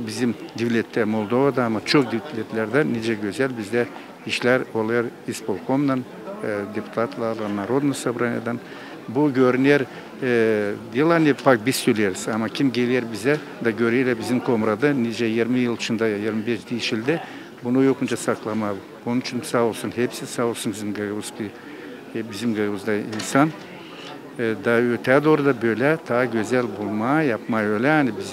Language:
Gagauz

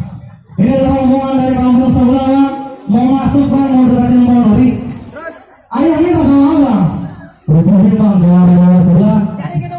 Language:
Betawi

